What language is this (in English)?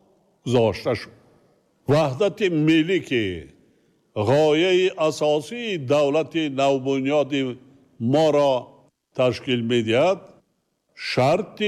Tajik